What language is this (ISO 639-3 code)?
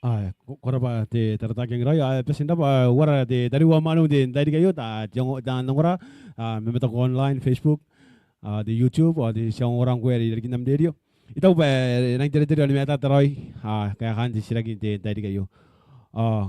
gil